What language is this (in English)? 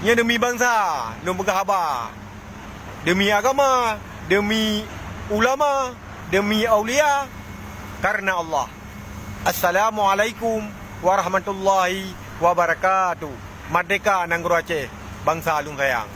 Achinese